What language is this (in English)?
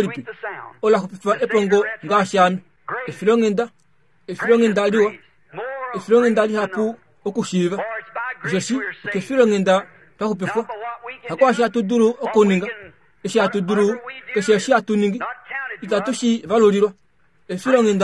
Kuanyama